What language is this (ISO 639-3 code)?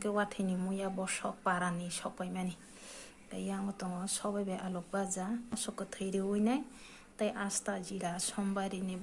trp